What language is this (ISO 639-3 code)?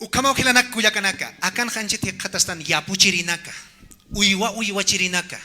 aym